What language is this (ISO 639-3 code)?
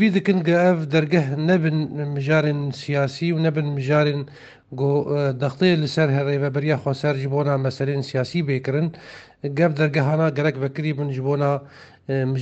kur